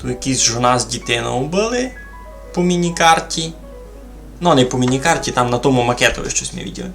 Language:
Rusyn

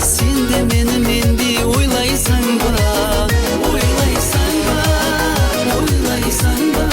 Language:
Kara-Kalpak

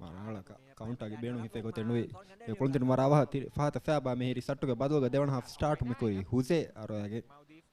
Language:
Divehi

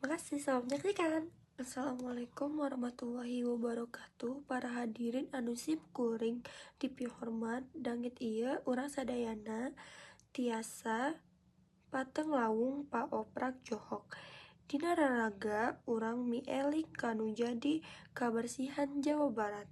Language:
Sundanese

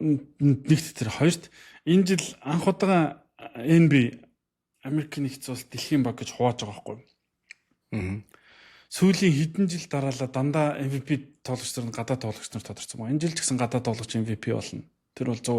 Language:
Mongolian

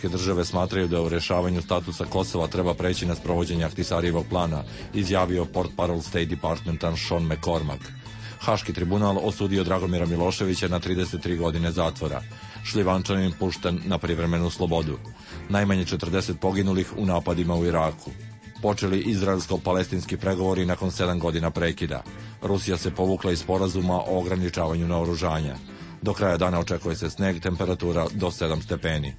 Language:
Serbian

